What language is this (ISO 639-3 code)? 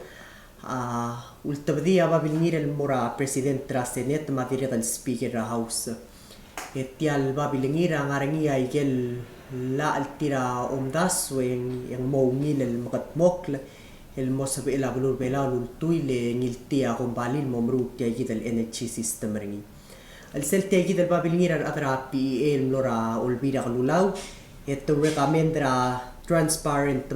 pau